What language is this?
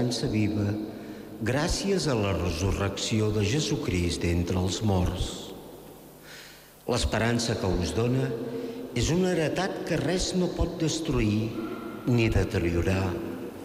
Catalan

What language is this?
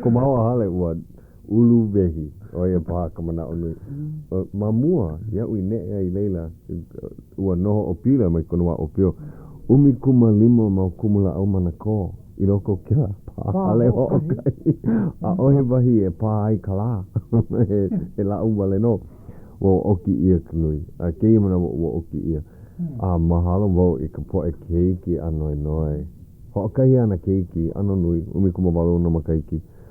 Hawaiian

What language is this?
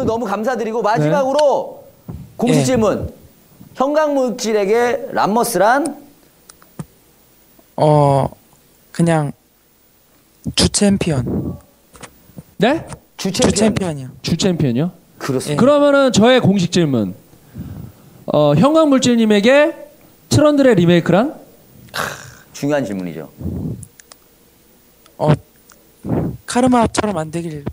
Korean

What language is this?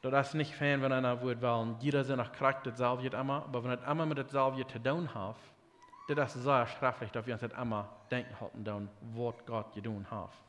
Plautdietsch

